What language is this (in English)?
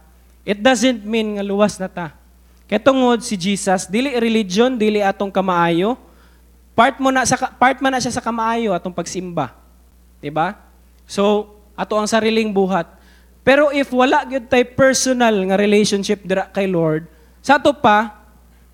Cebuano